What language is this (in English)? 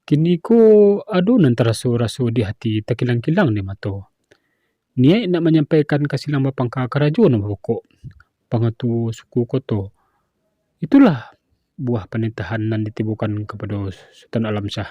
Minangkabau